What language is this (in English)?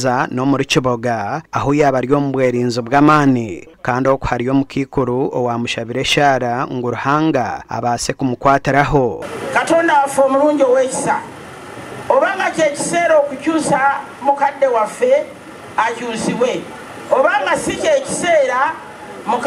Nyankole